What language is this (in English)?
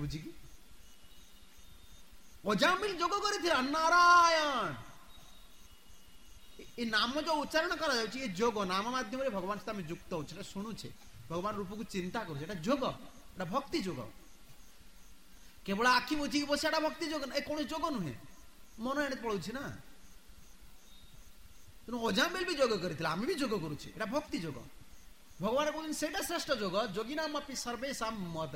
Odia